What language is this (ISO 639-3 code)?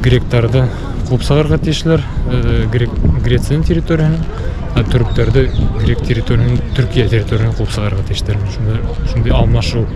bak